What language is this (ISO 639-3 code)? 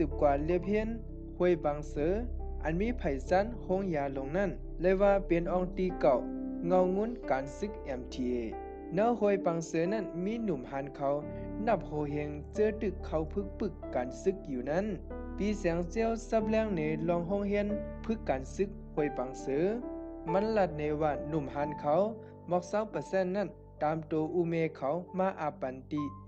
shn